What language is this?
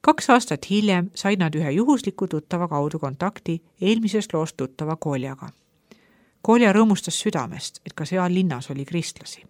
Estonian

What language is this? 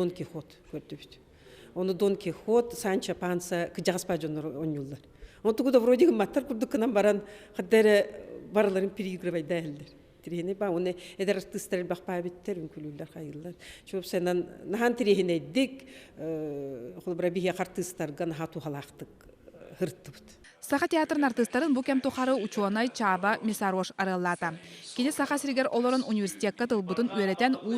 Yakut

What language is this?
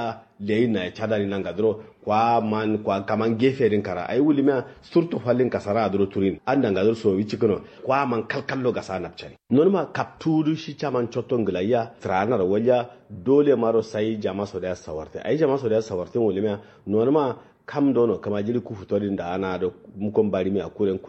Kanuri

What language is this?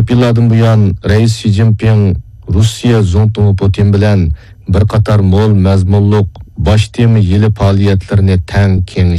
Uyghur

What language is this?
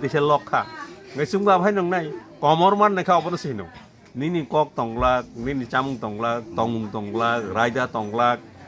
Kok Borok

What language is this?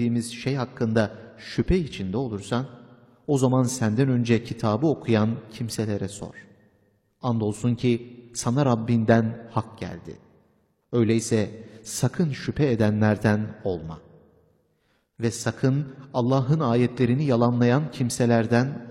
Turkish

